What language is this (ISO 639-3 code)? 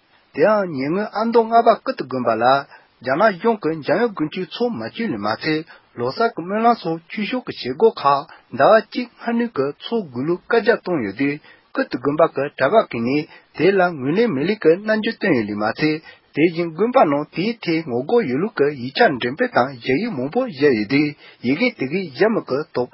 bod